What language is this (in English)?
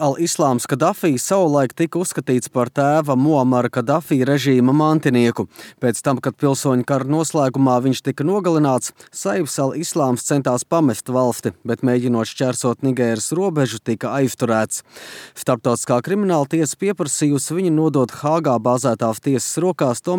Latvian